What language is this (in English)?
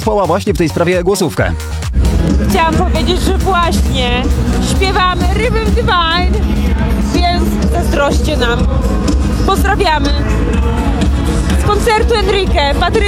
Polish